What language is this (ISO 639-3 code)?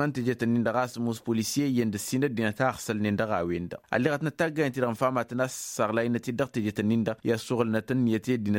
taq